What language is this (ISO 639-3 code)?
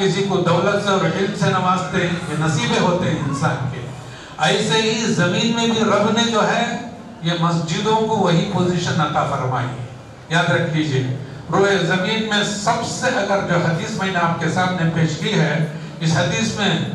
urd